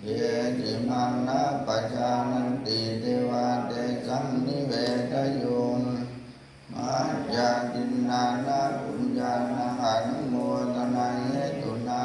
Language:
Pali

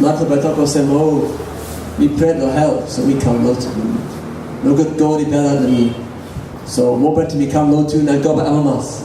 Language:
Tok Pisin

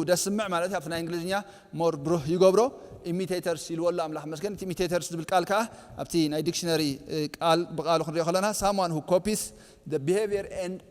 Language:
Tigrinya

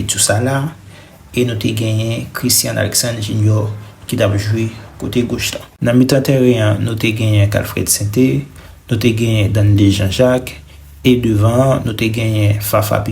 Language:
Haitian Creole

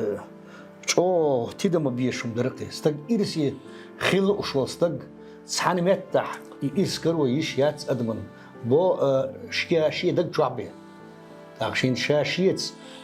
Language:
Chechen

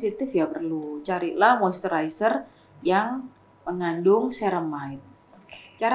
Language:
Indonesian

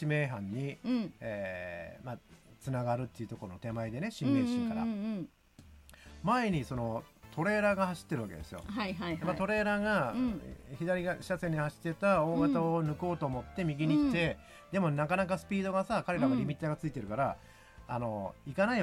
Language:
Japanese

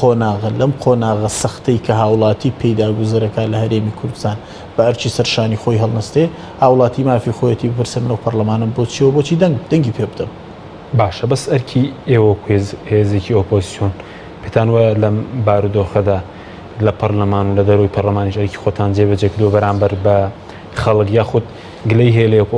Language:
Central Kurdish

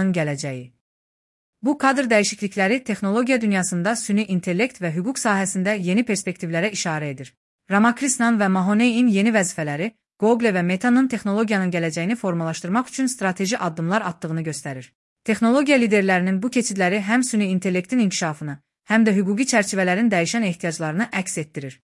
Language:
Azerbaijani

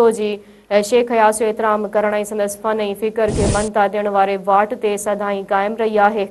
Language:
Sindhi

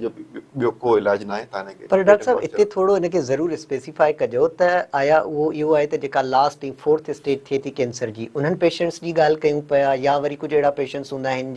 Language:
Sindhi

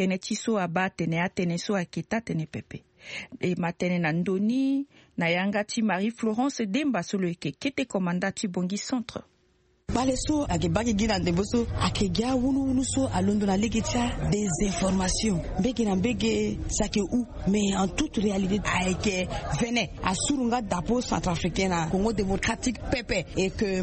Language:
Sango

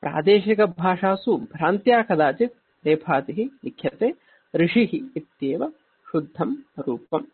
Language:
Sanskrit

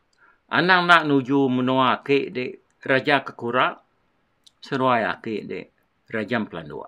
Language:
Iban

